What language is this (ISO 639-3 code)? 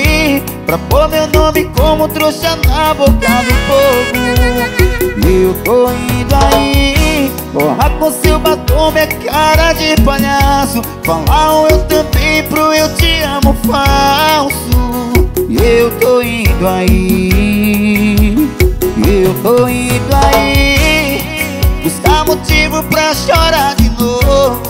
por